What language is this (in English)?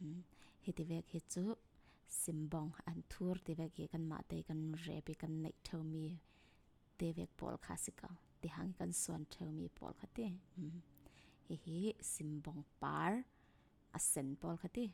Falam Chin